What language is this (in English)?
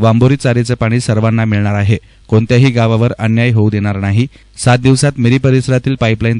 Marathi